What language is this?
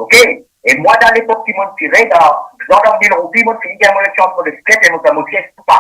Morisyen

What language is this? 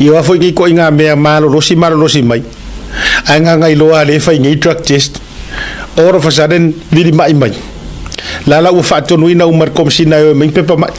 Samoan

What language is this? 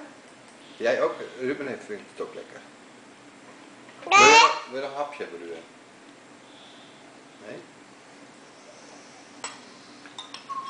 Dutch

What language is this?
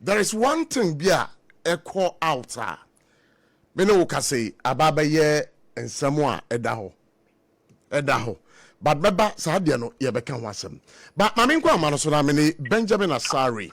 Akan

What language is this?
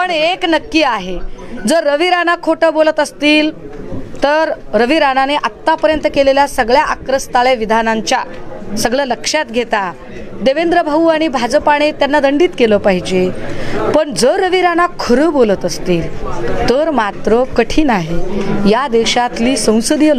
Marathi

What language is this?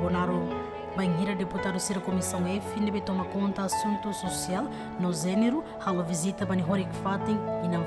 Tetum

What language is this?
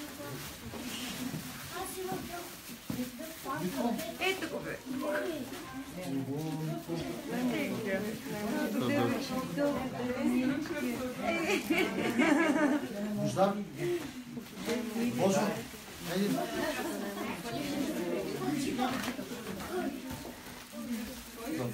Bulgarian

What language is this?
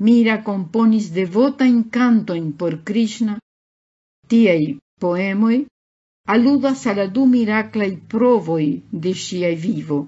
Esperanto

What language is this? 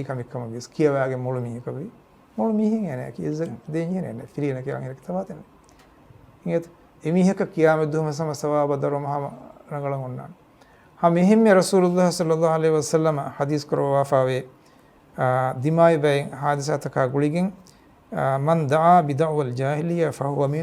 Divehi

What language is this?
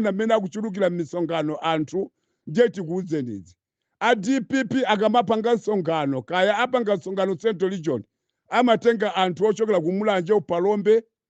Nyanja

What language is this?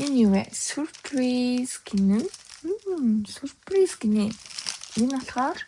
Mongolian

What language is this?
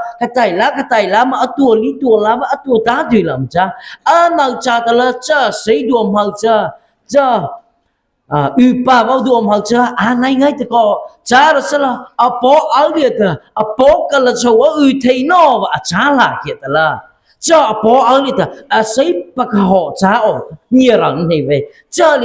Mara Chin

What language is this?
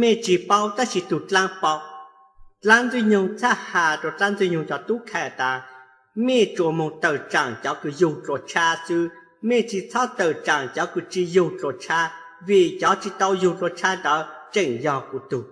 Hmong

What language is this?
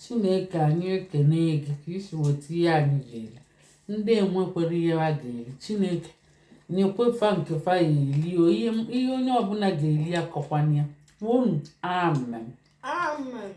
Igbo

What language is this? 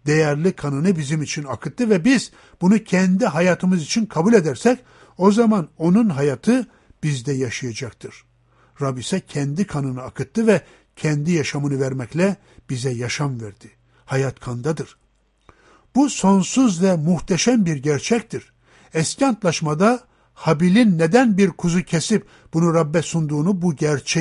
Turkish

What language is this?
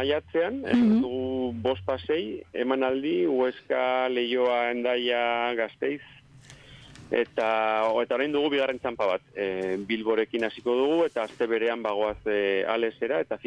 Basque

